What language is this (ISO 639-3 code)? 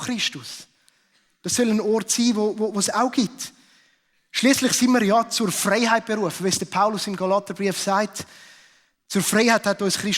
gsw